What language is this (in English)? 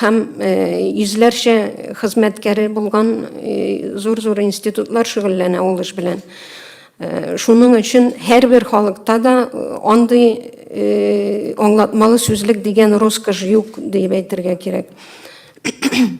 Tatar